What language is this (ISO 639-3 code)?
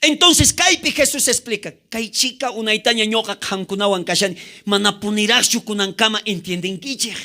quh